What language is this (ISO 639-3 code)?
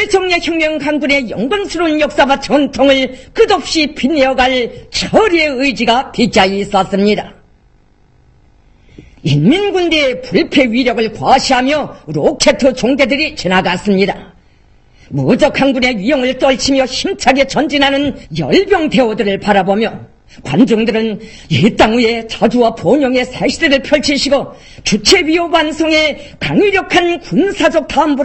kor